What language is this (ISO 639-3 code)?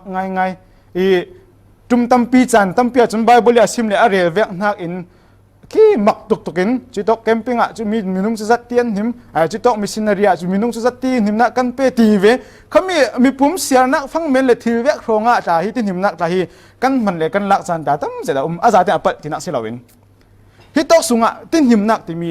cfm